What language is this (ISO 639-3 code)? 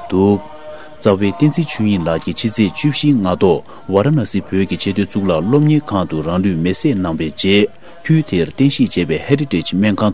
bod